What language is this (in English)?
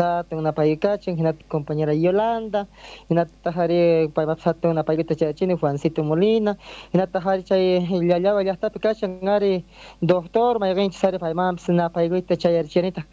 South Bolivian Quechua